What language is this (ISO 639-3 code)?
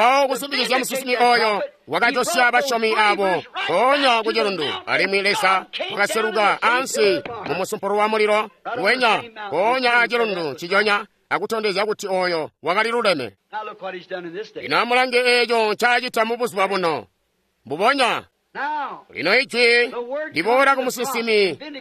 toi